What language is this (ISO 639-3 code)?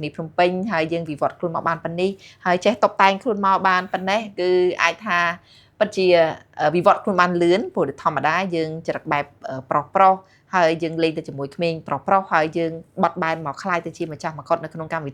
khm